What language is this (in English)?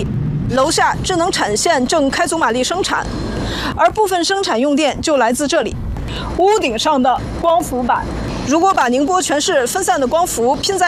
Chinese